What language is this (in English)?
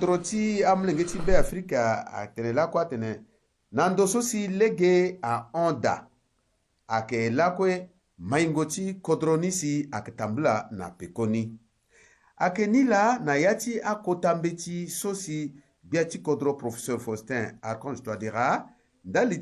Sango